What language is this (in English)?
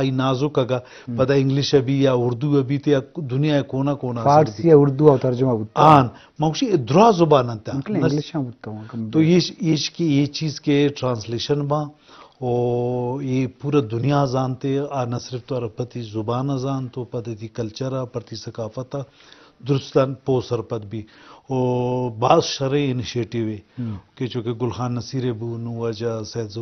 Eastern Balochi